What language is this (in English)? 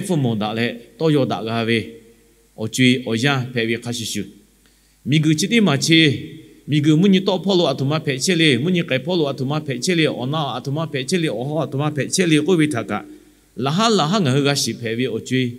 Lahu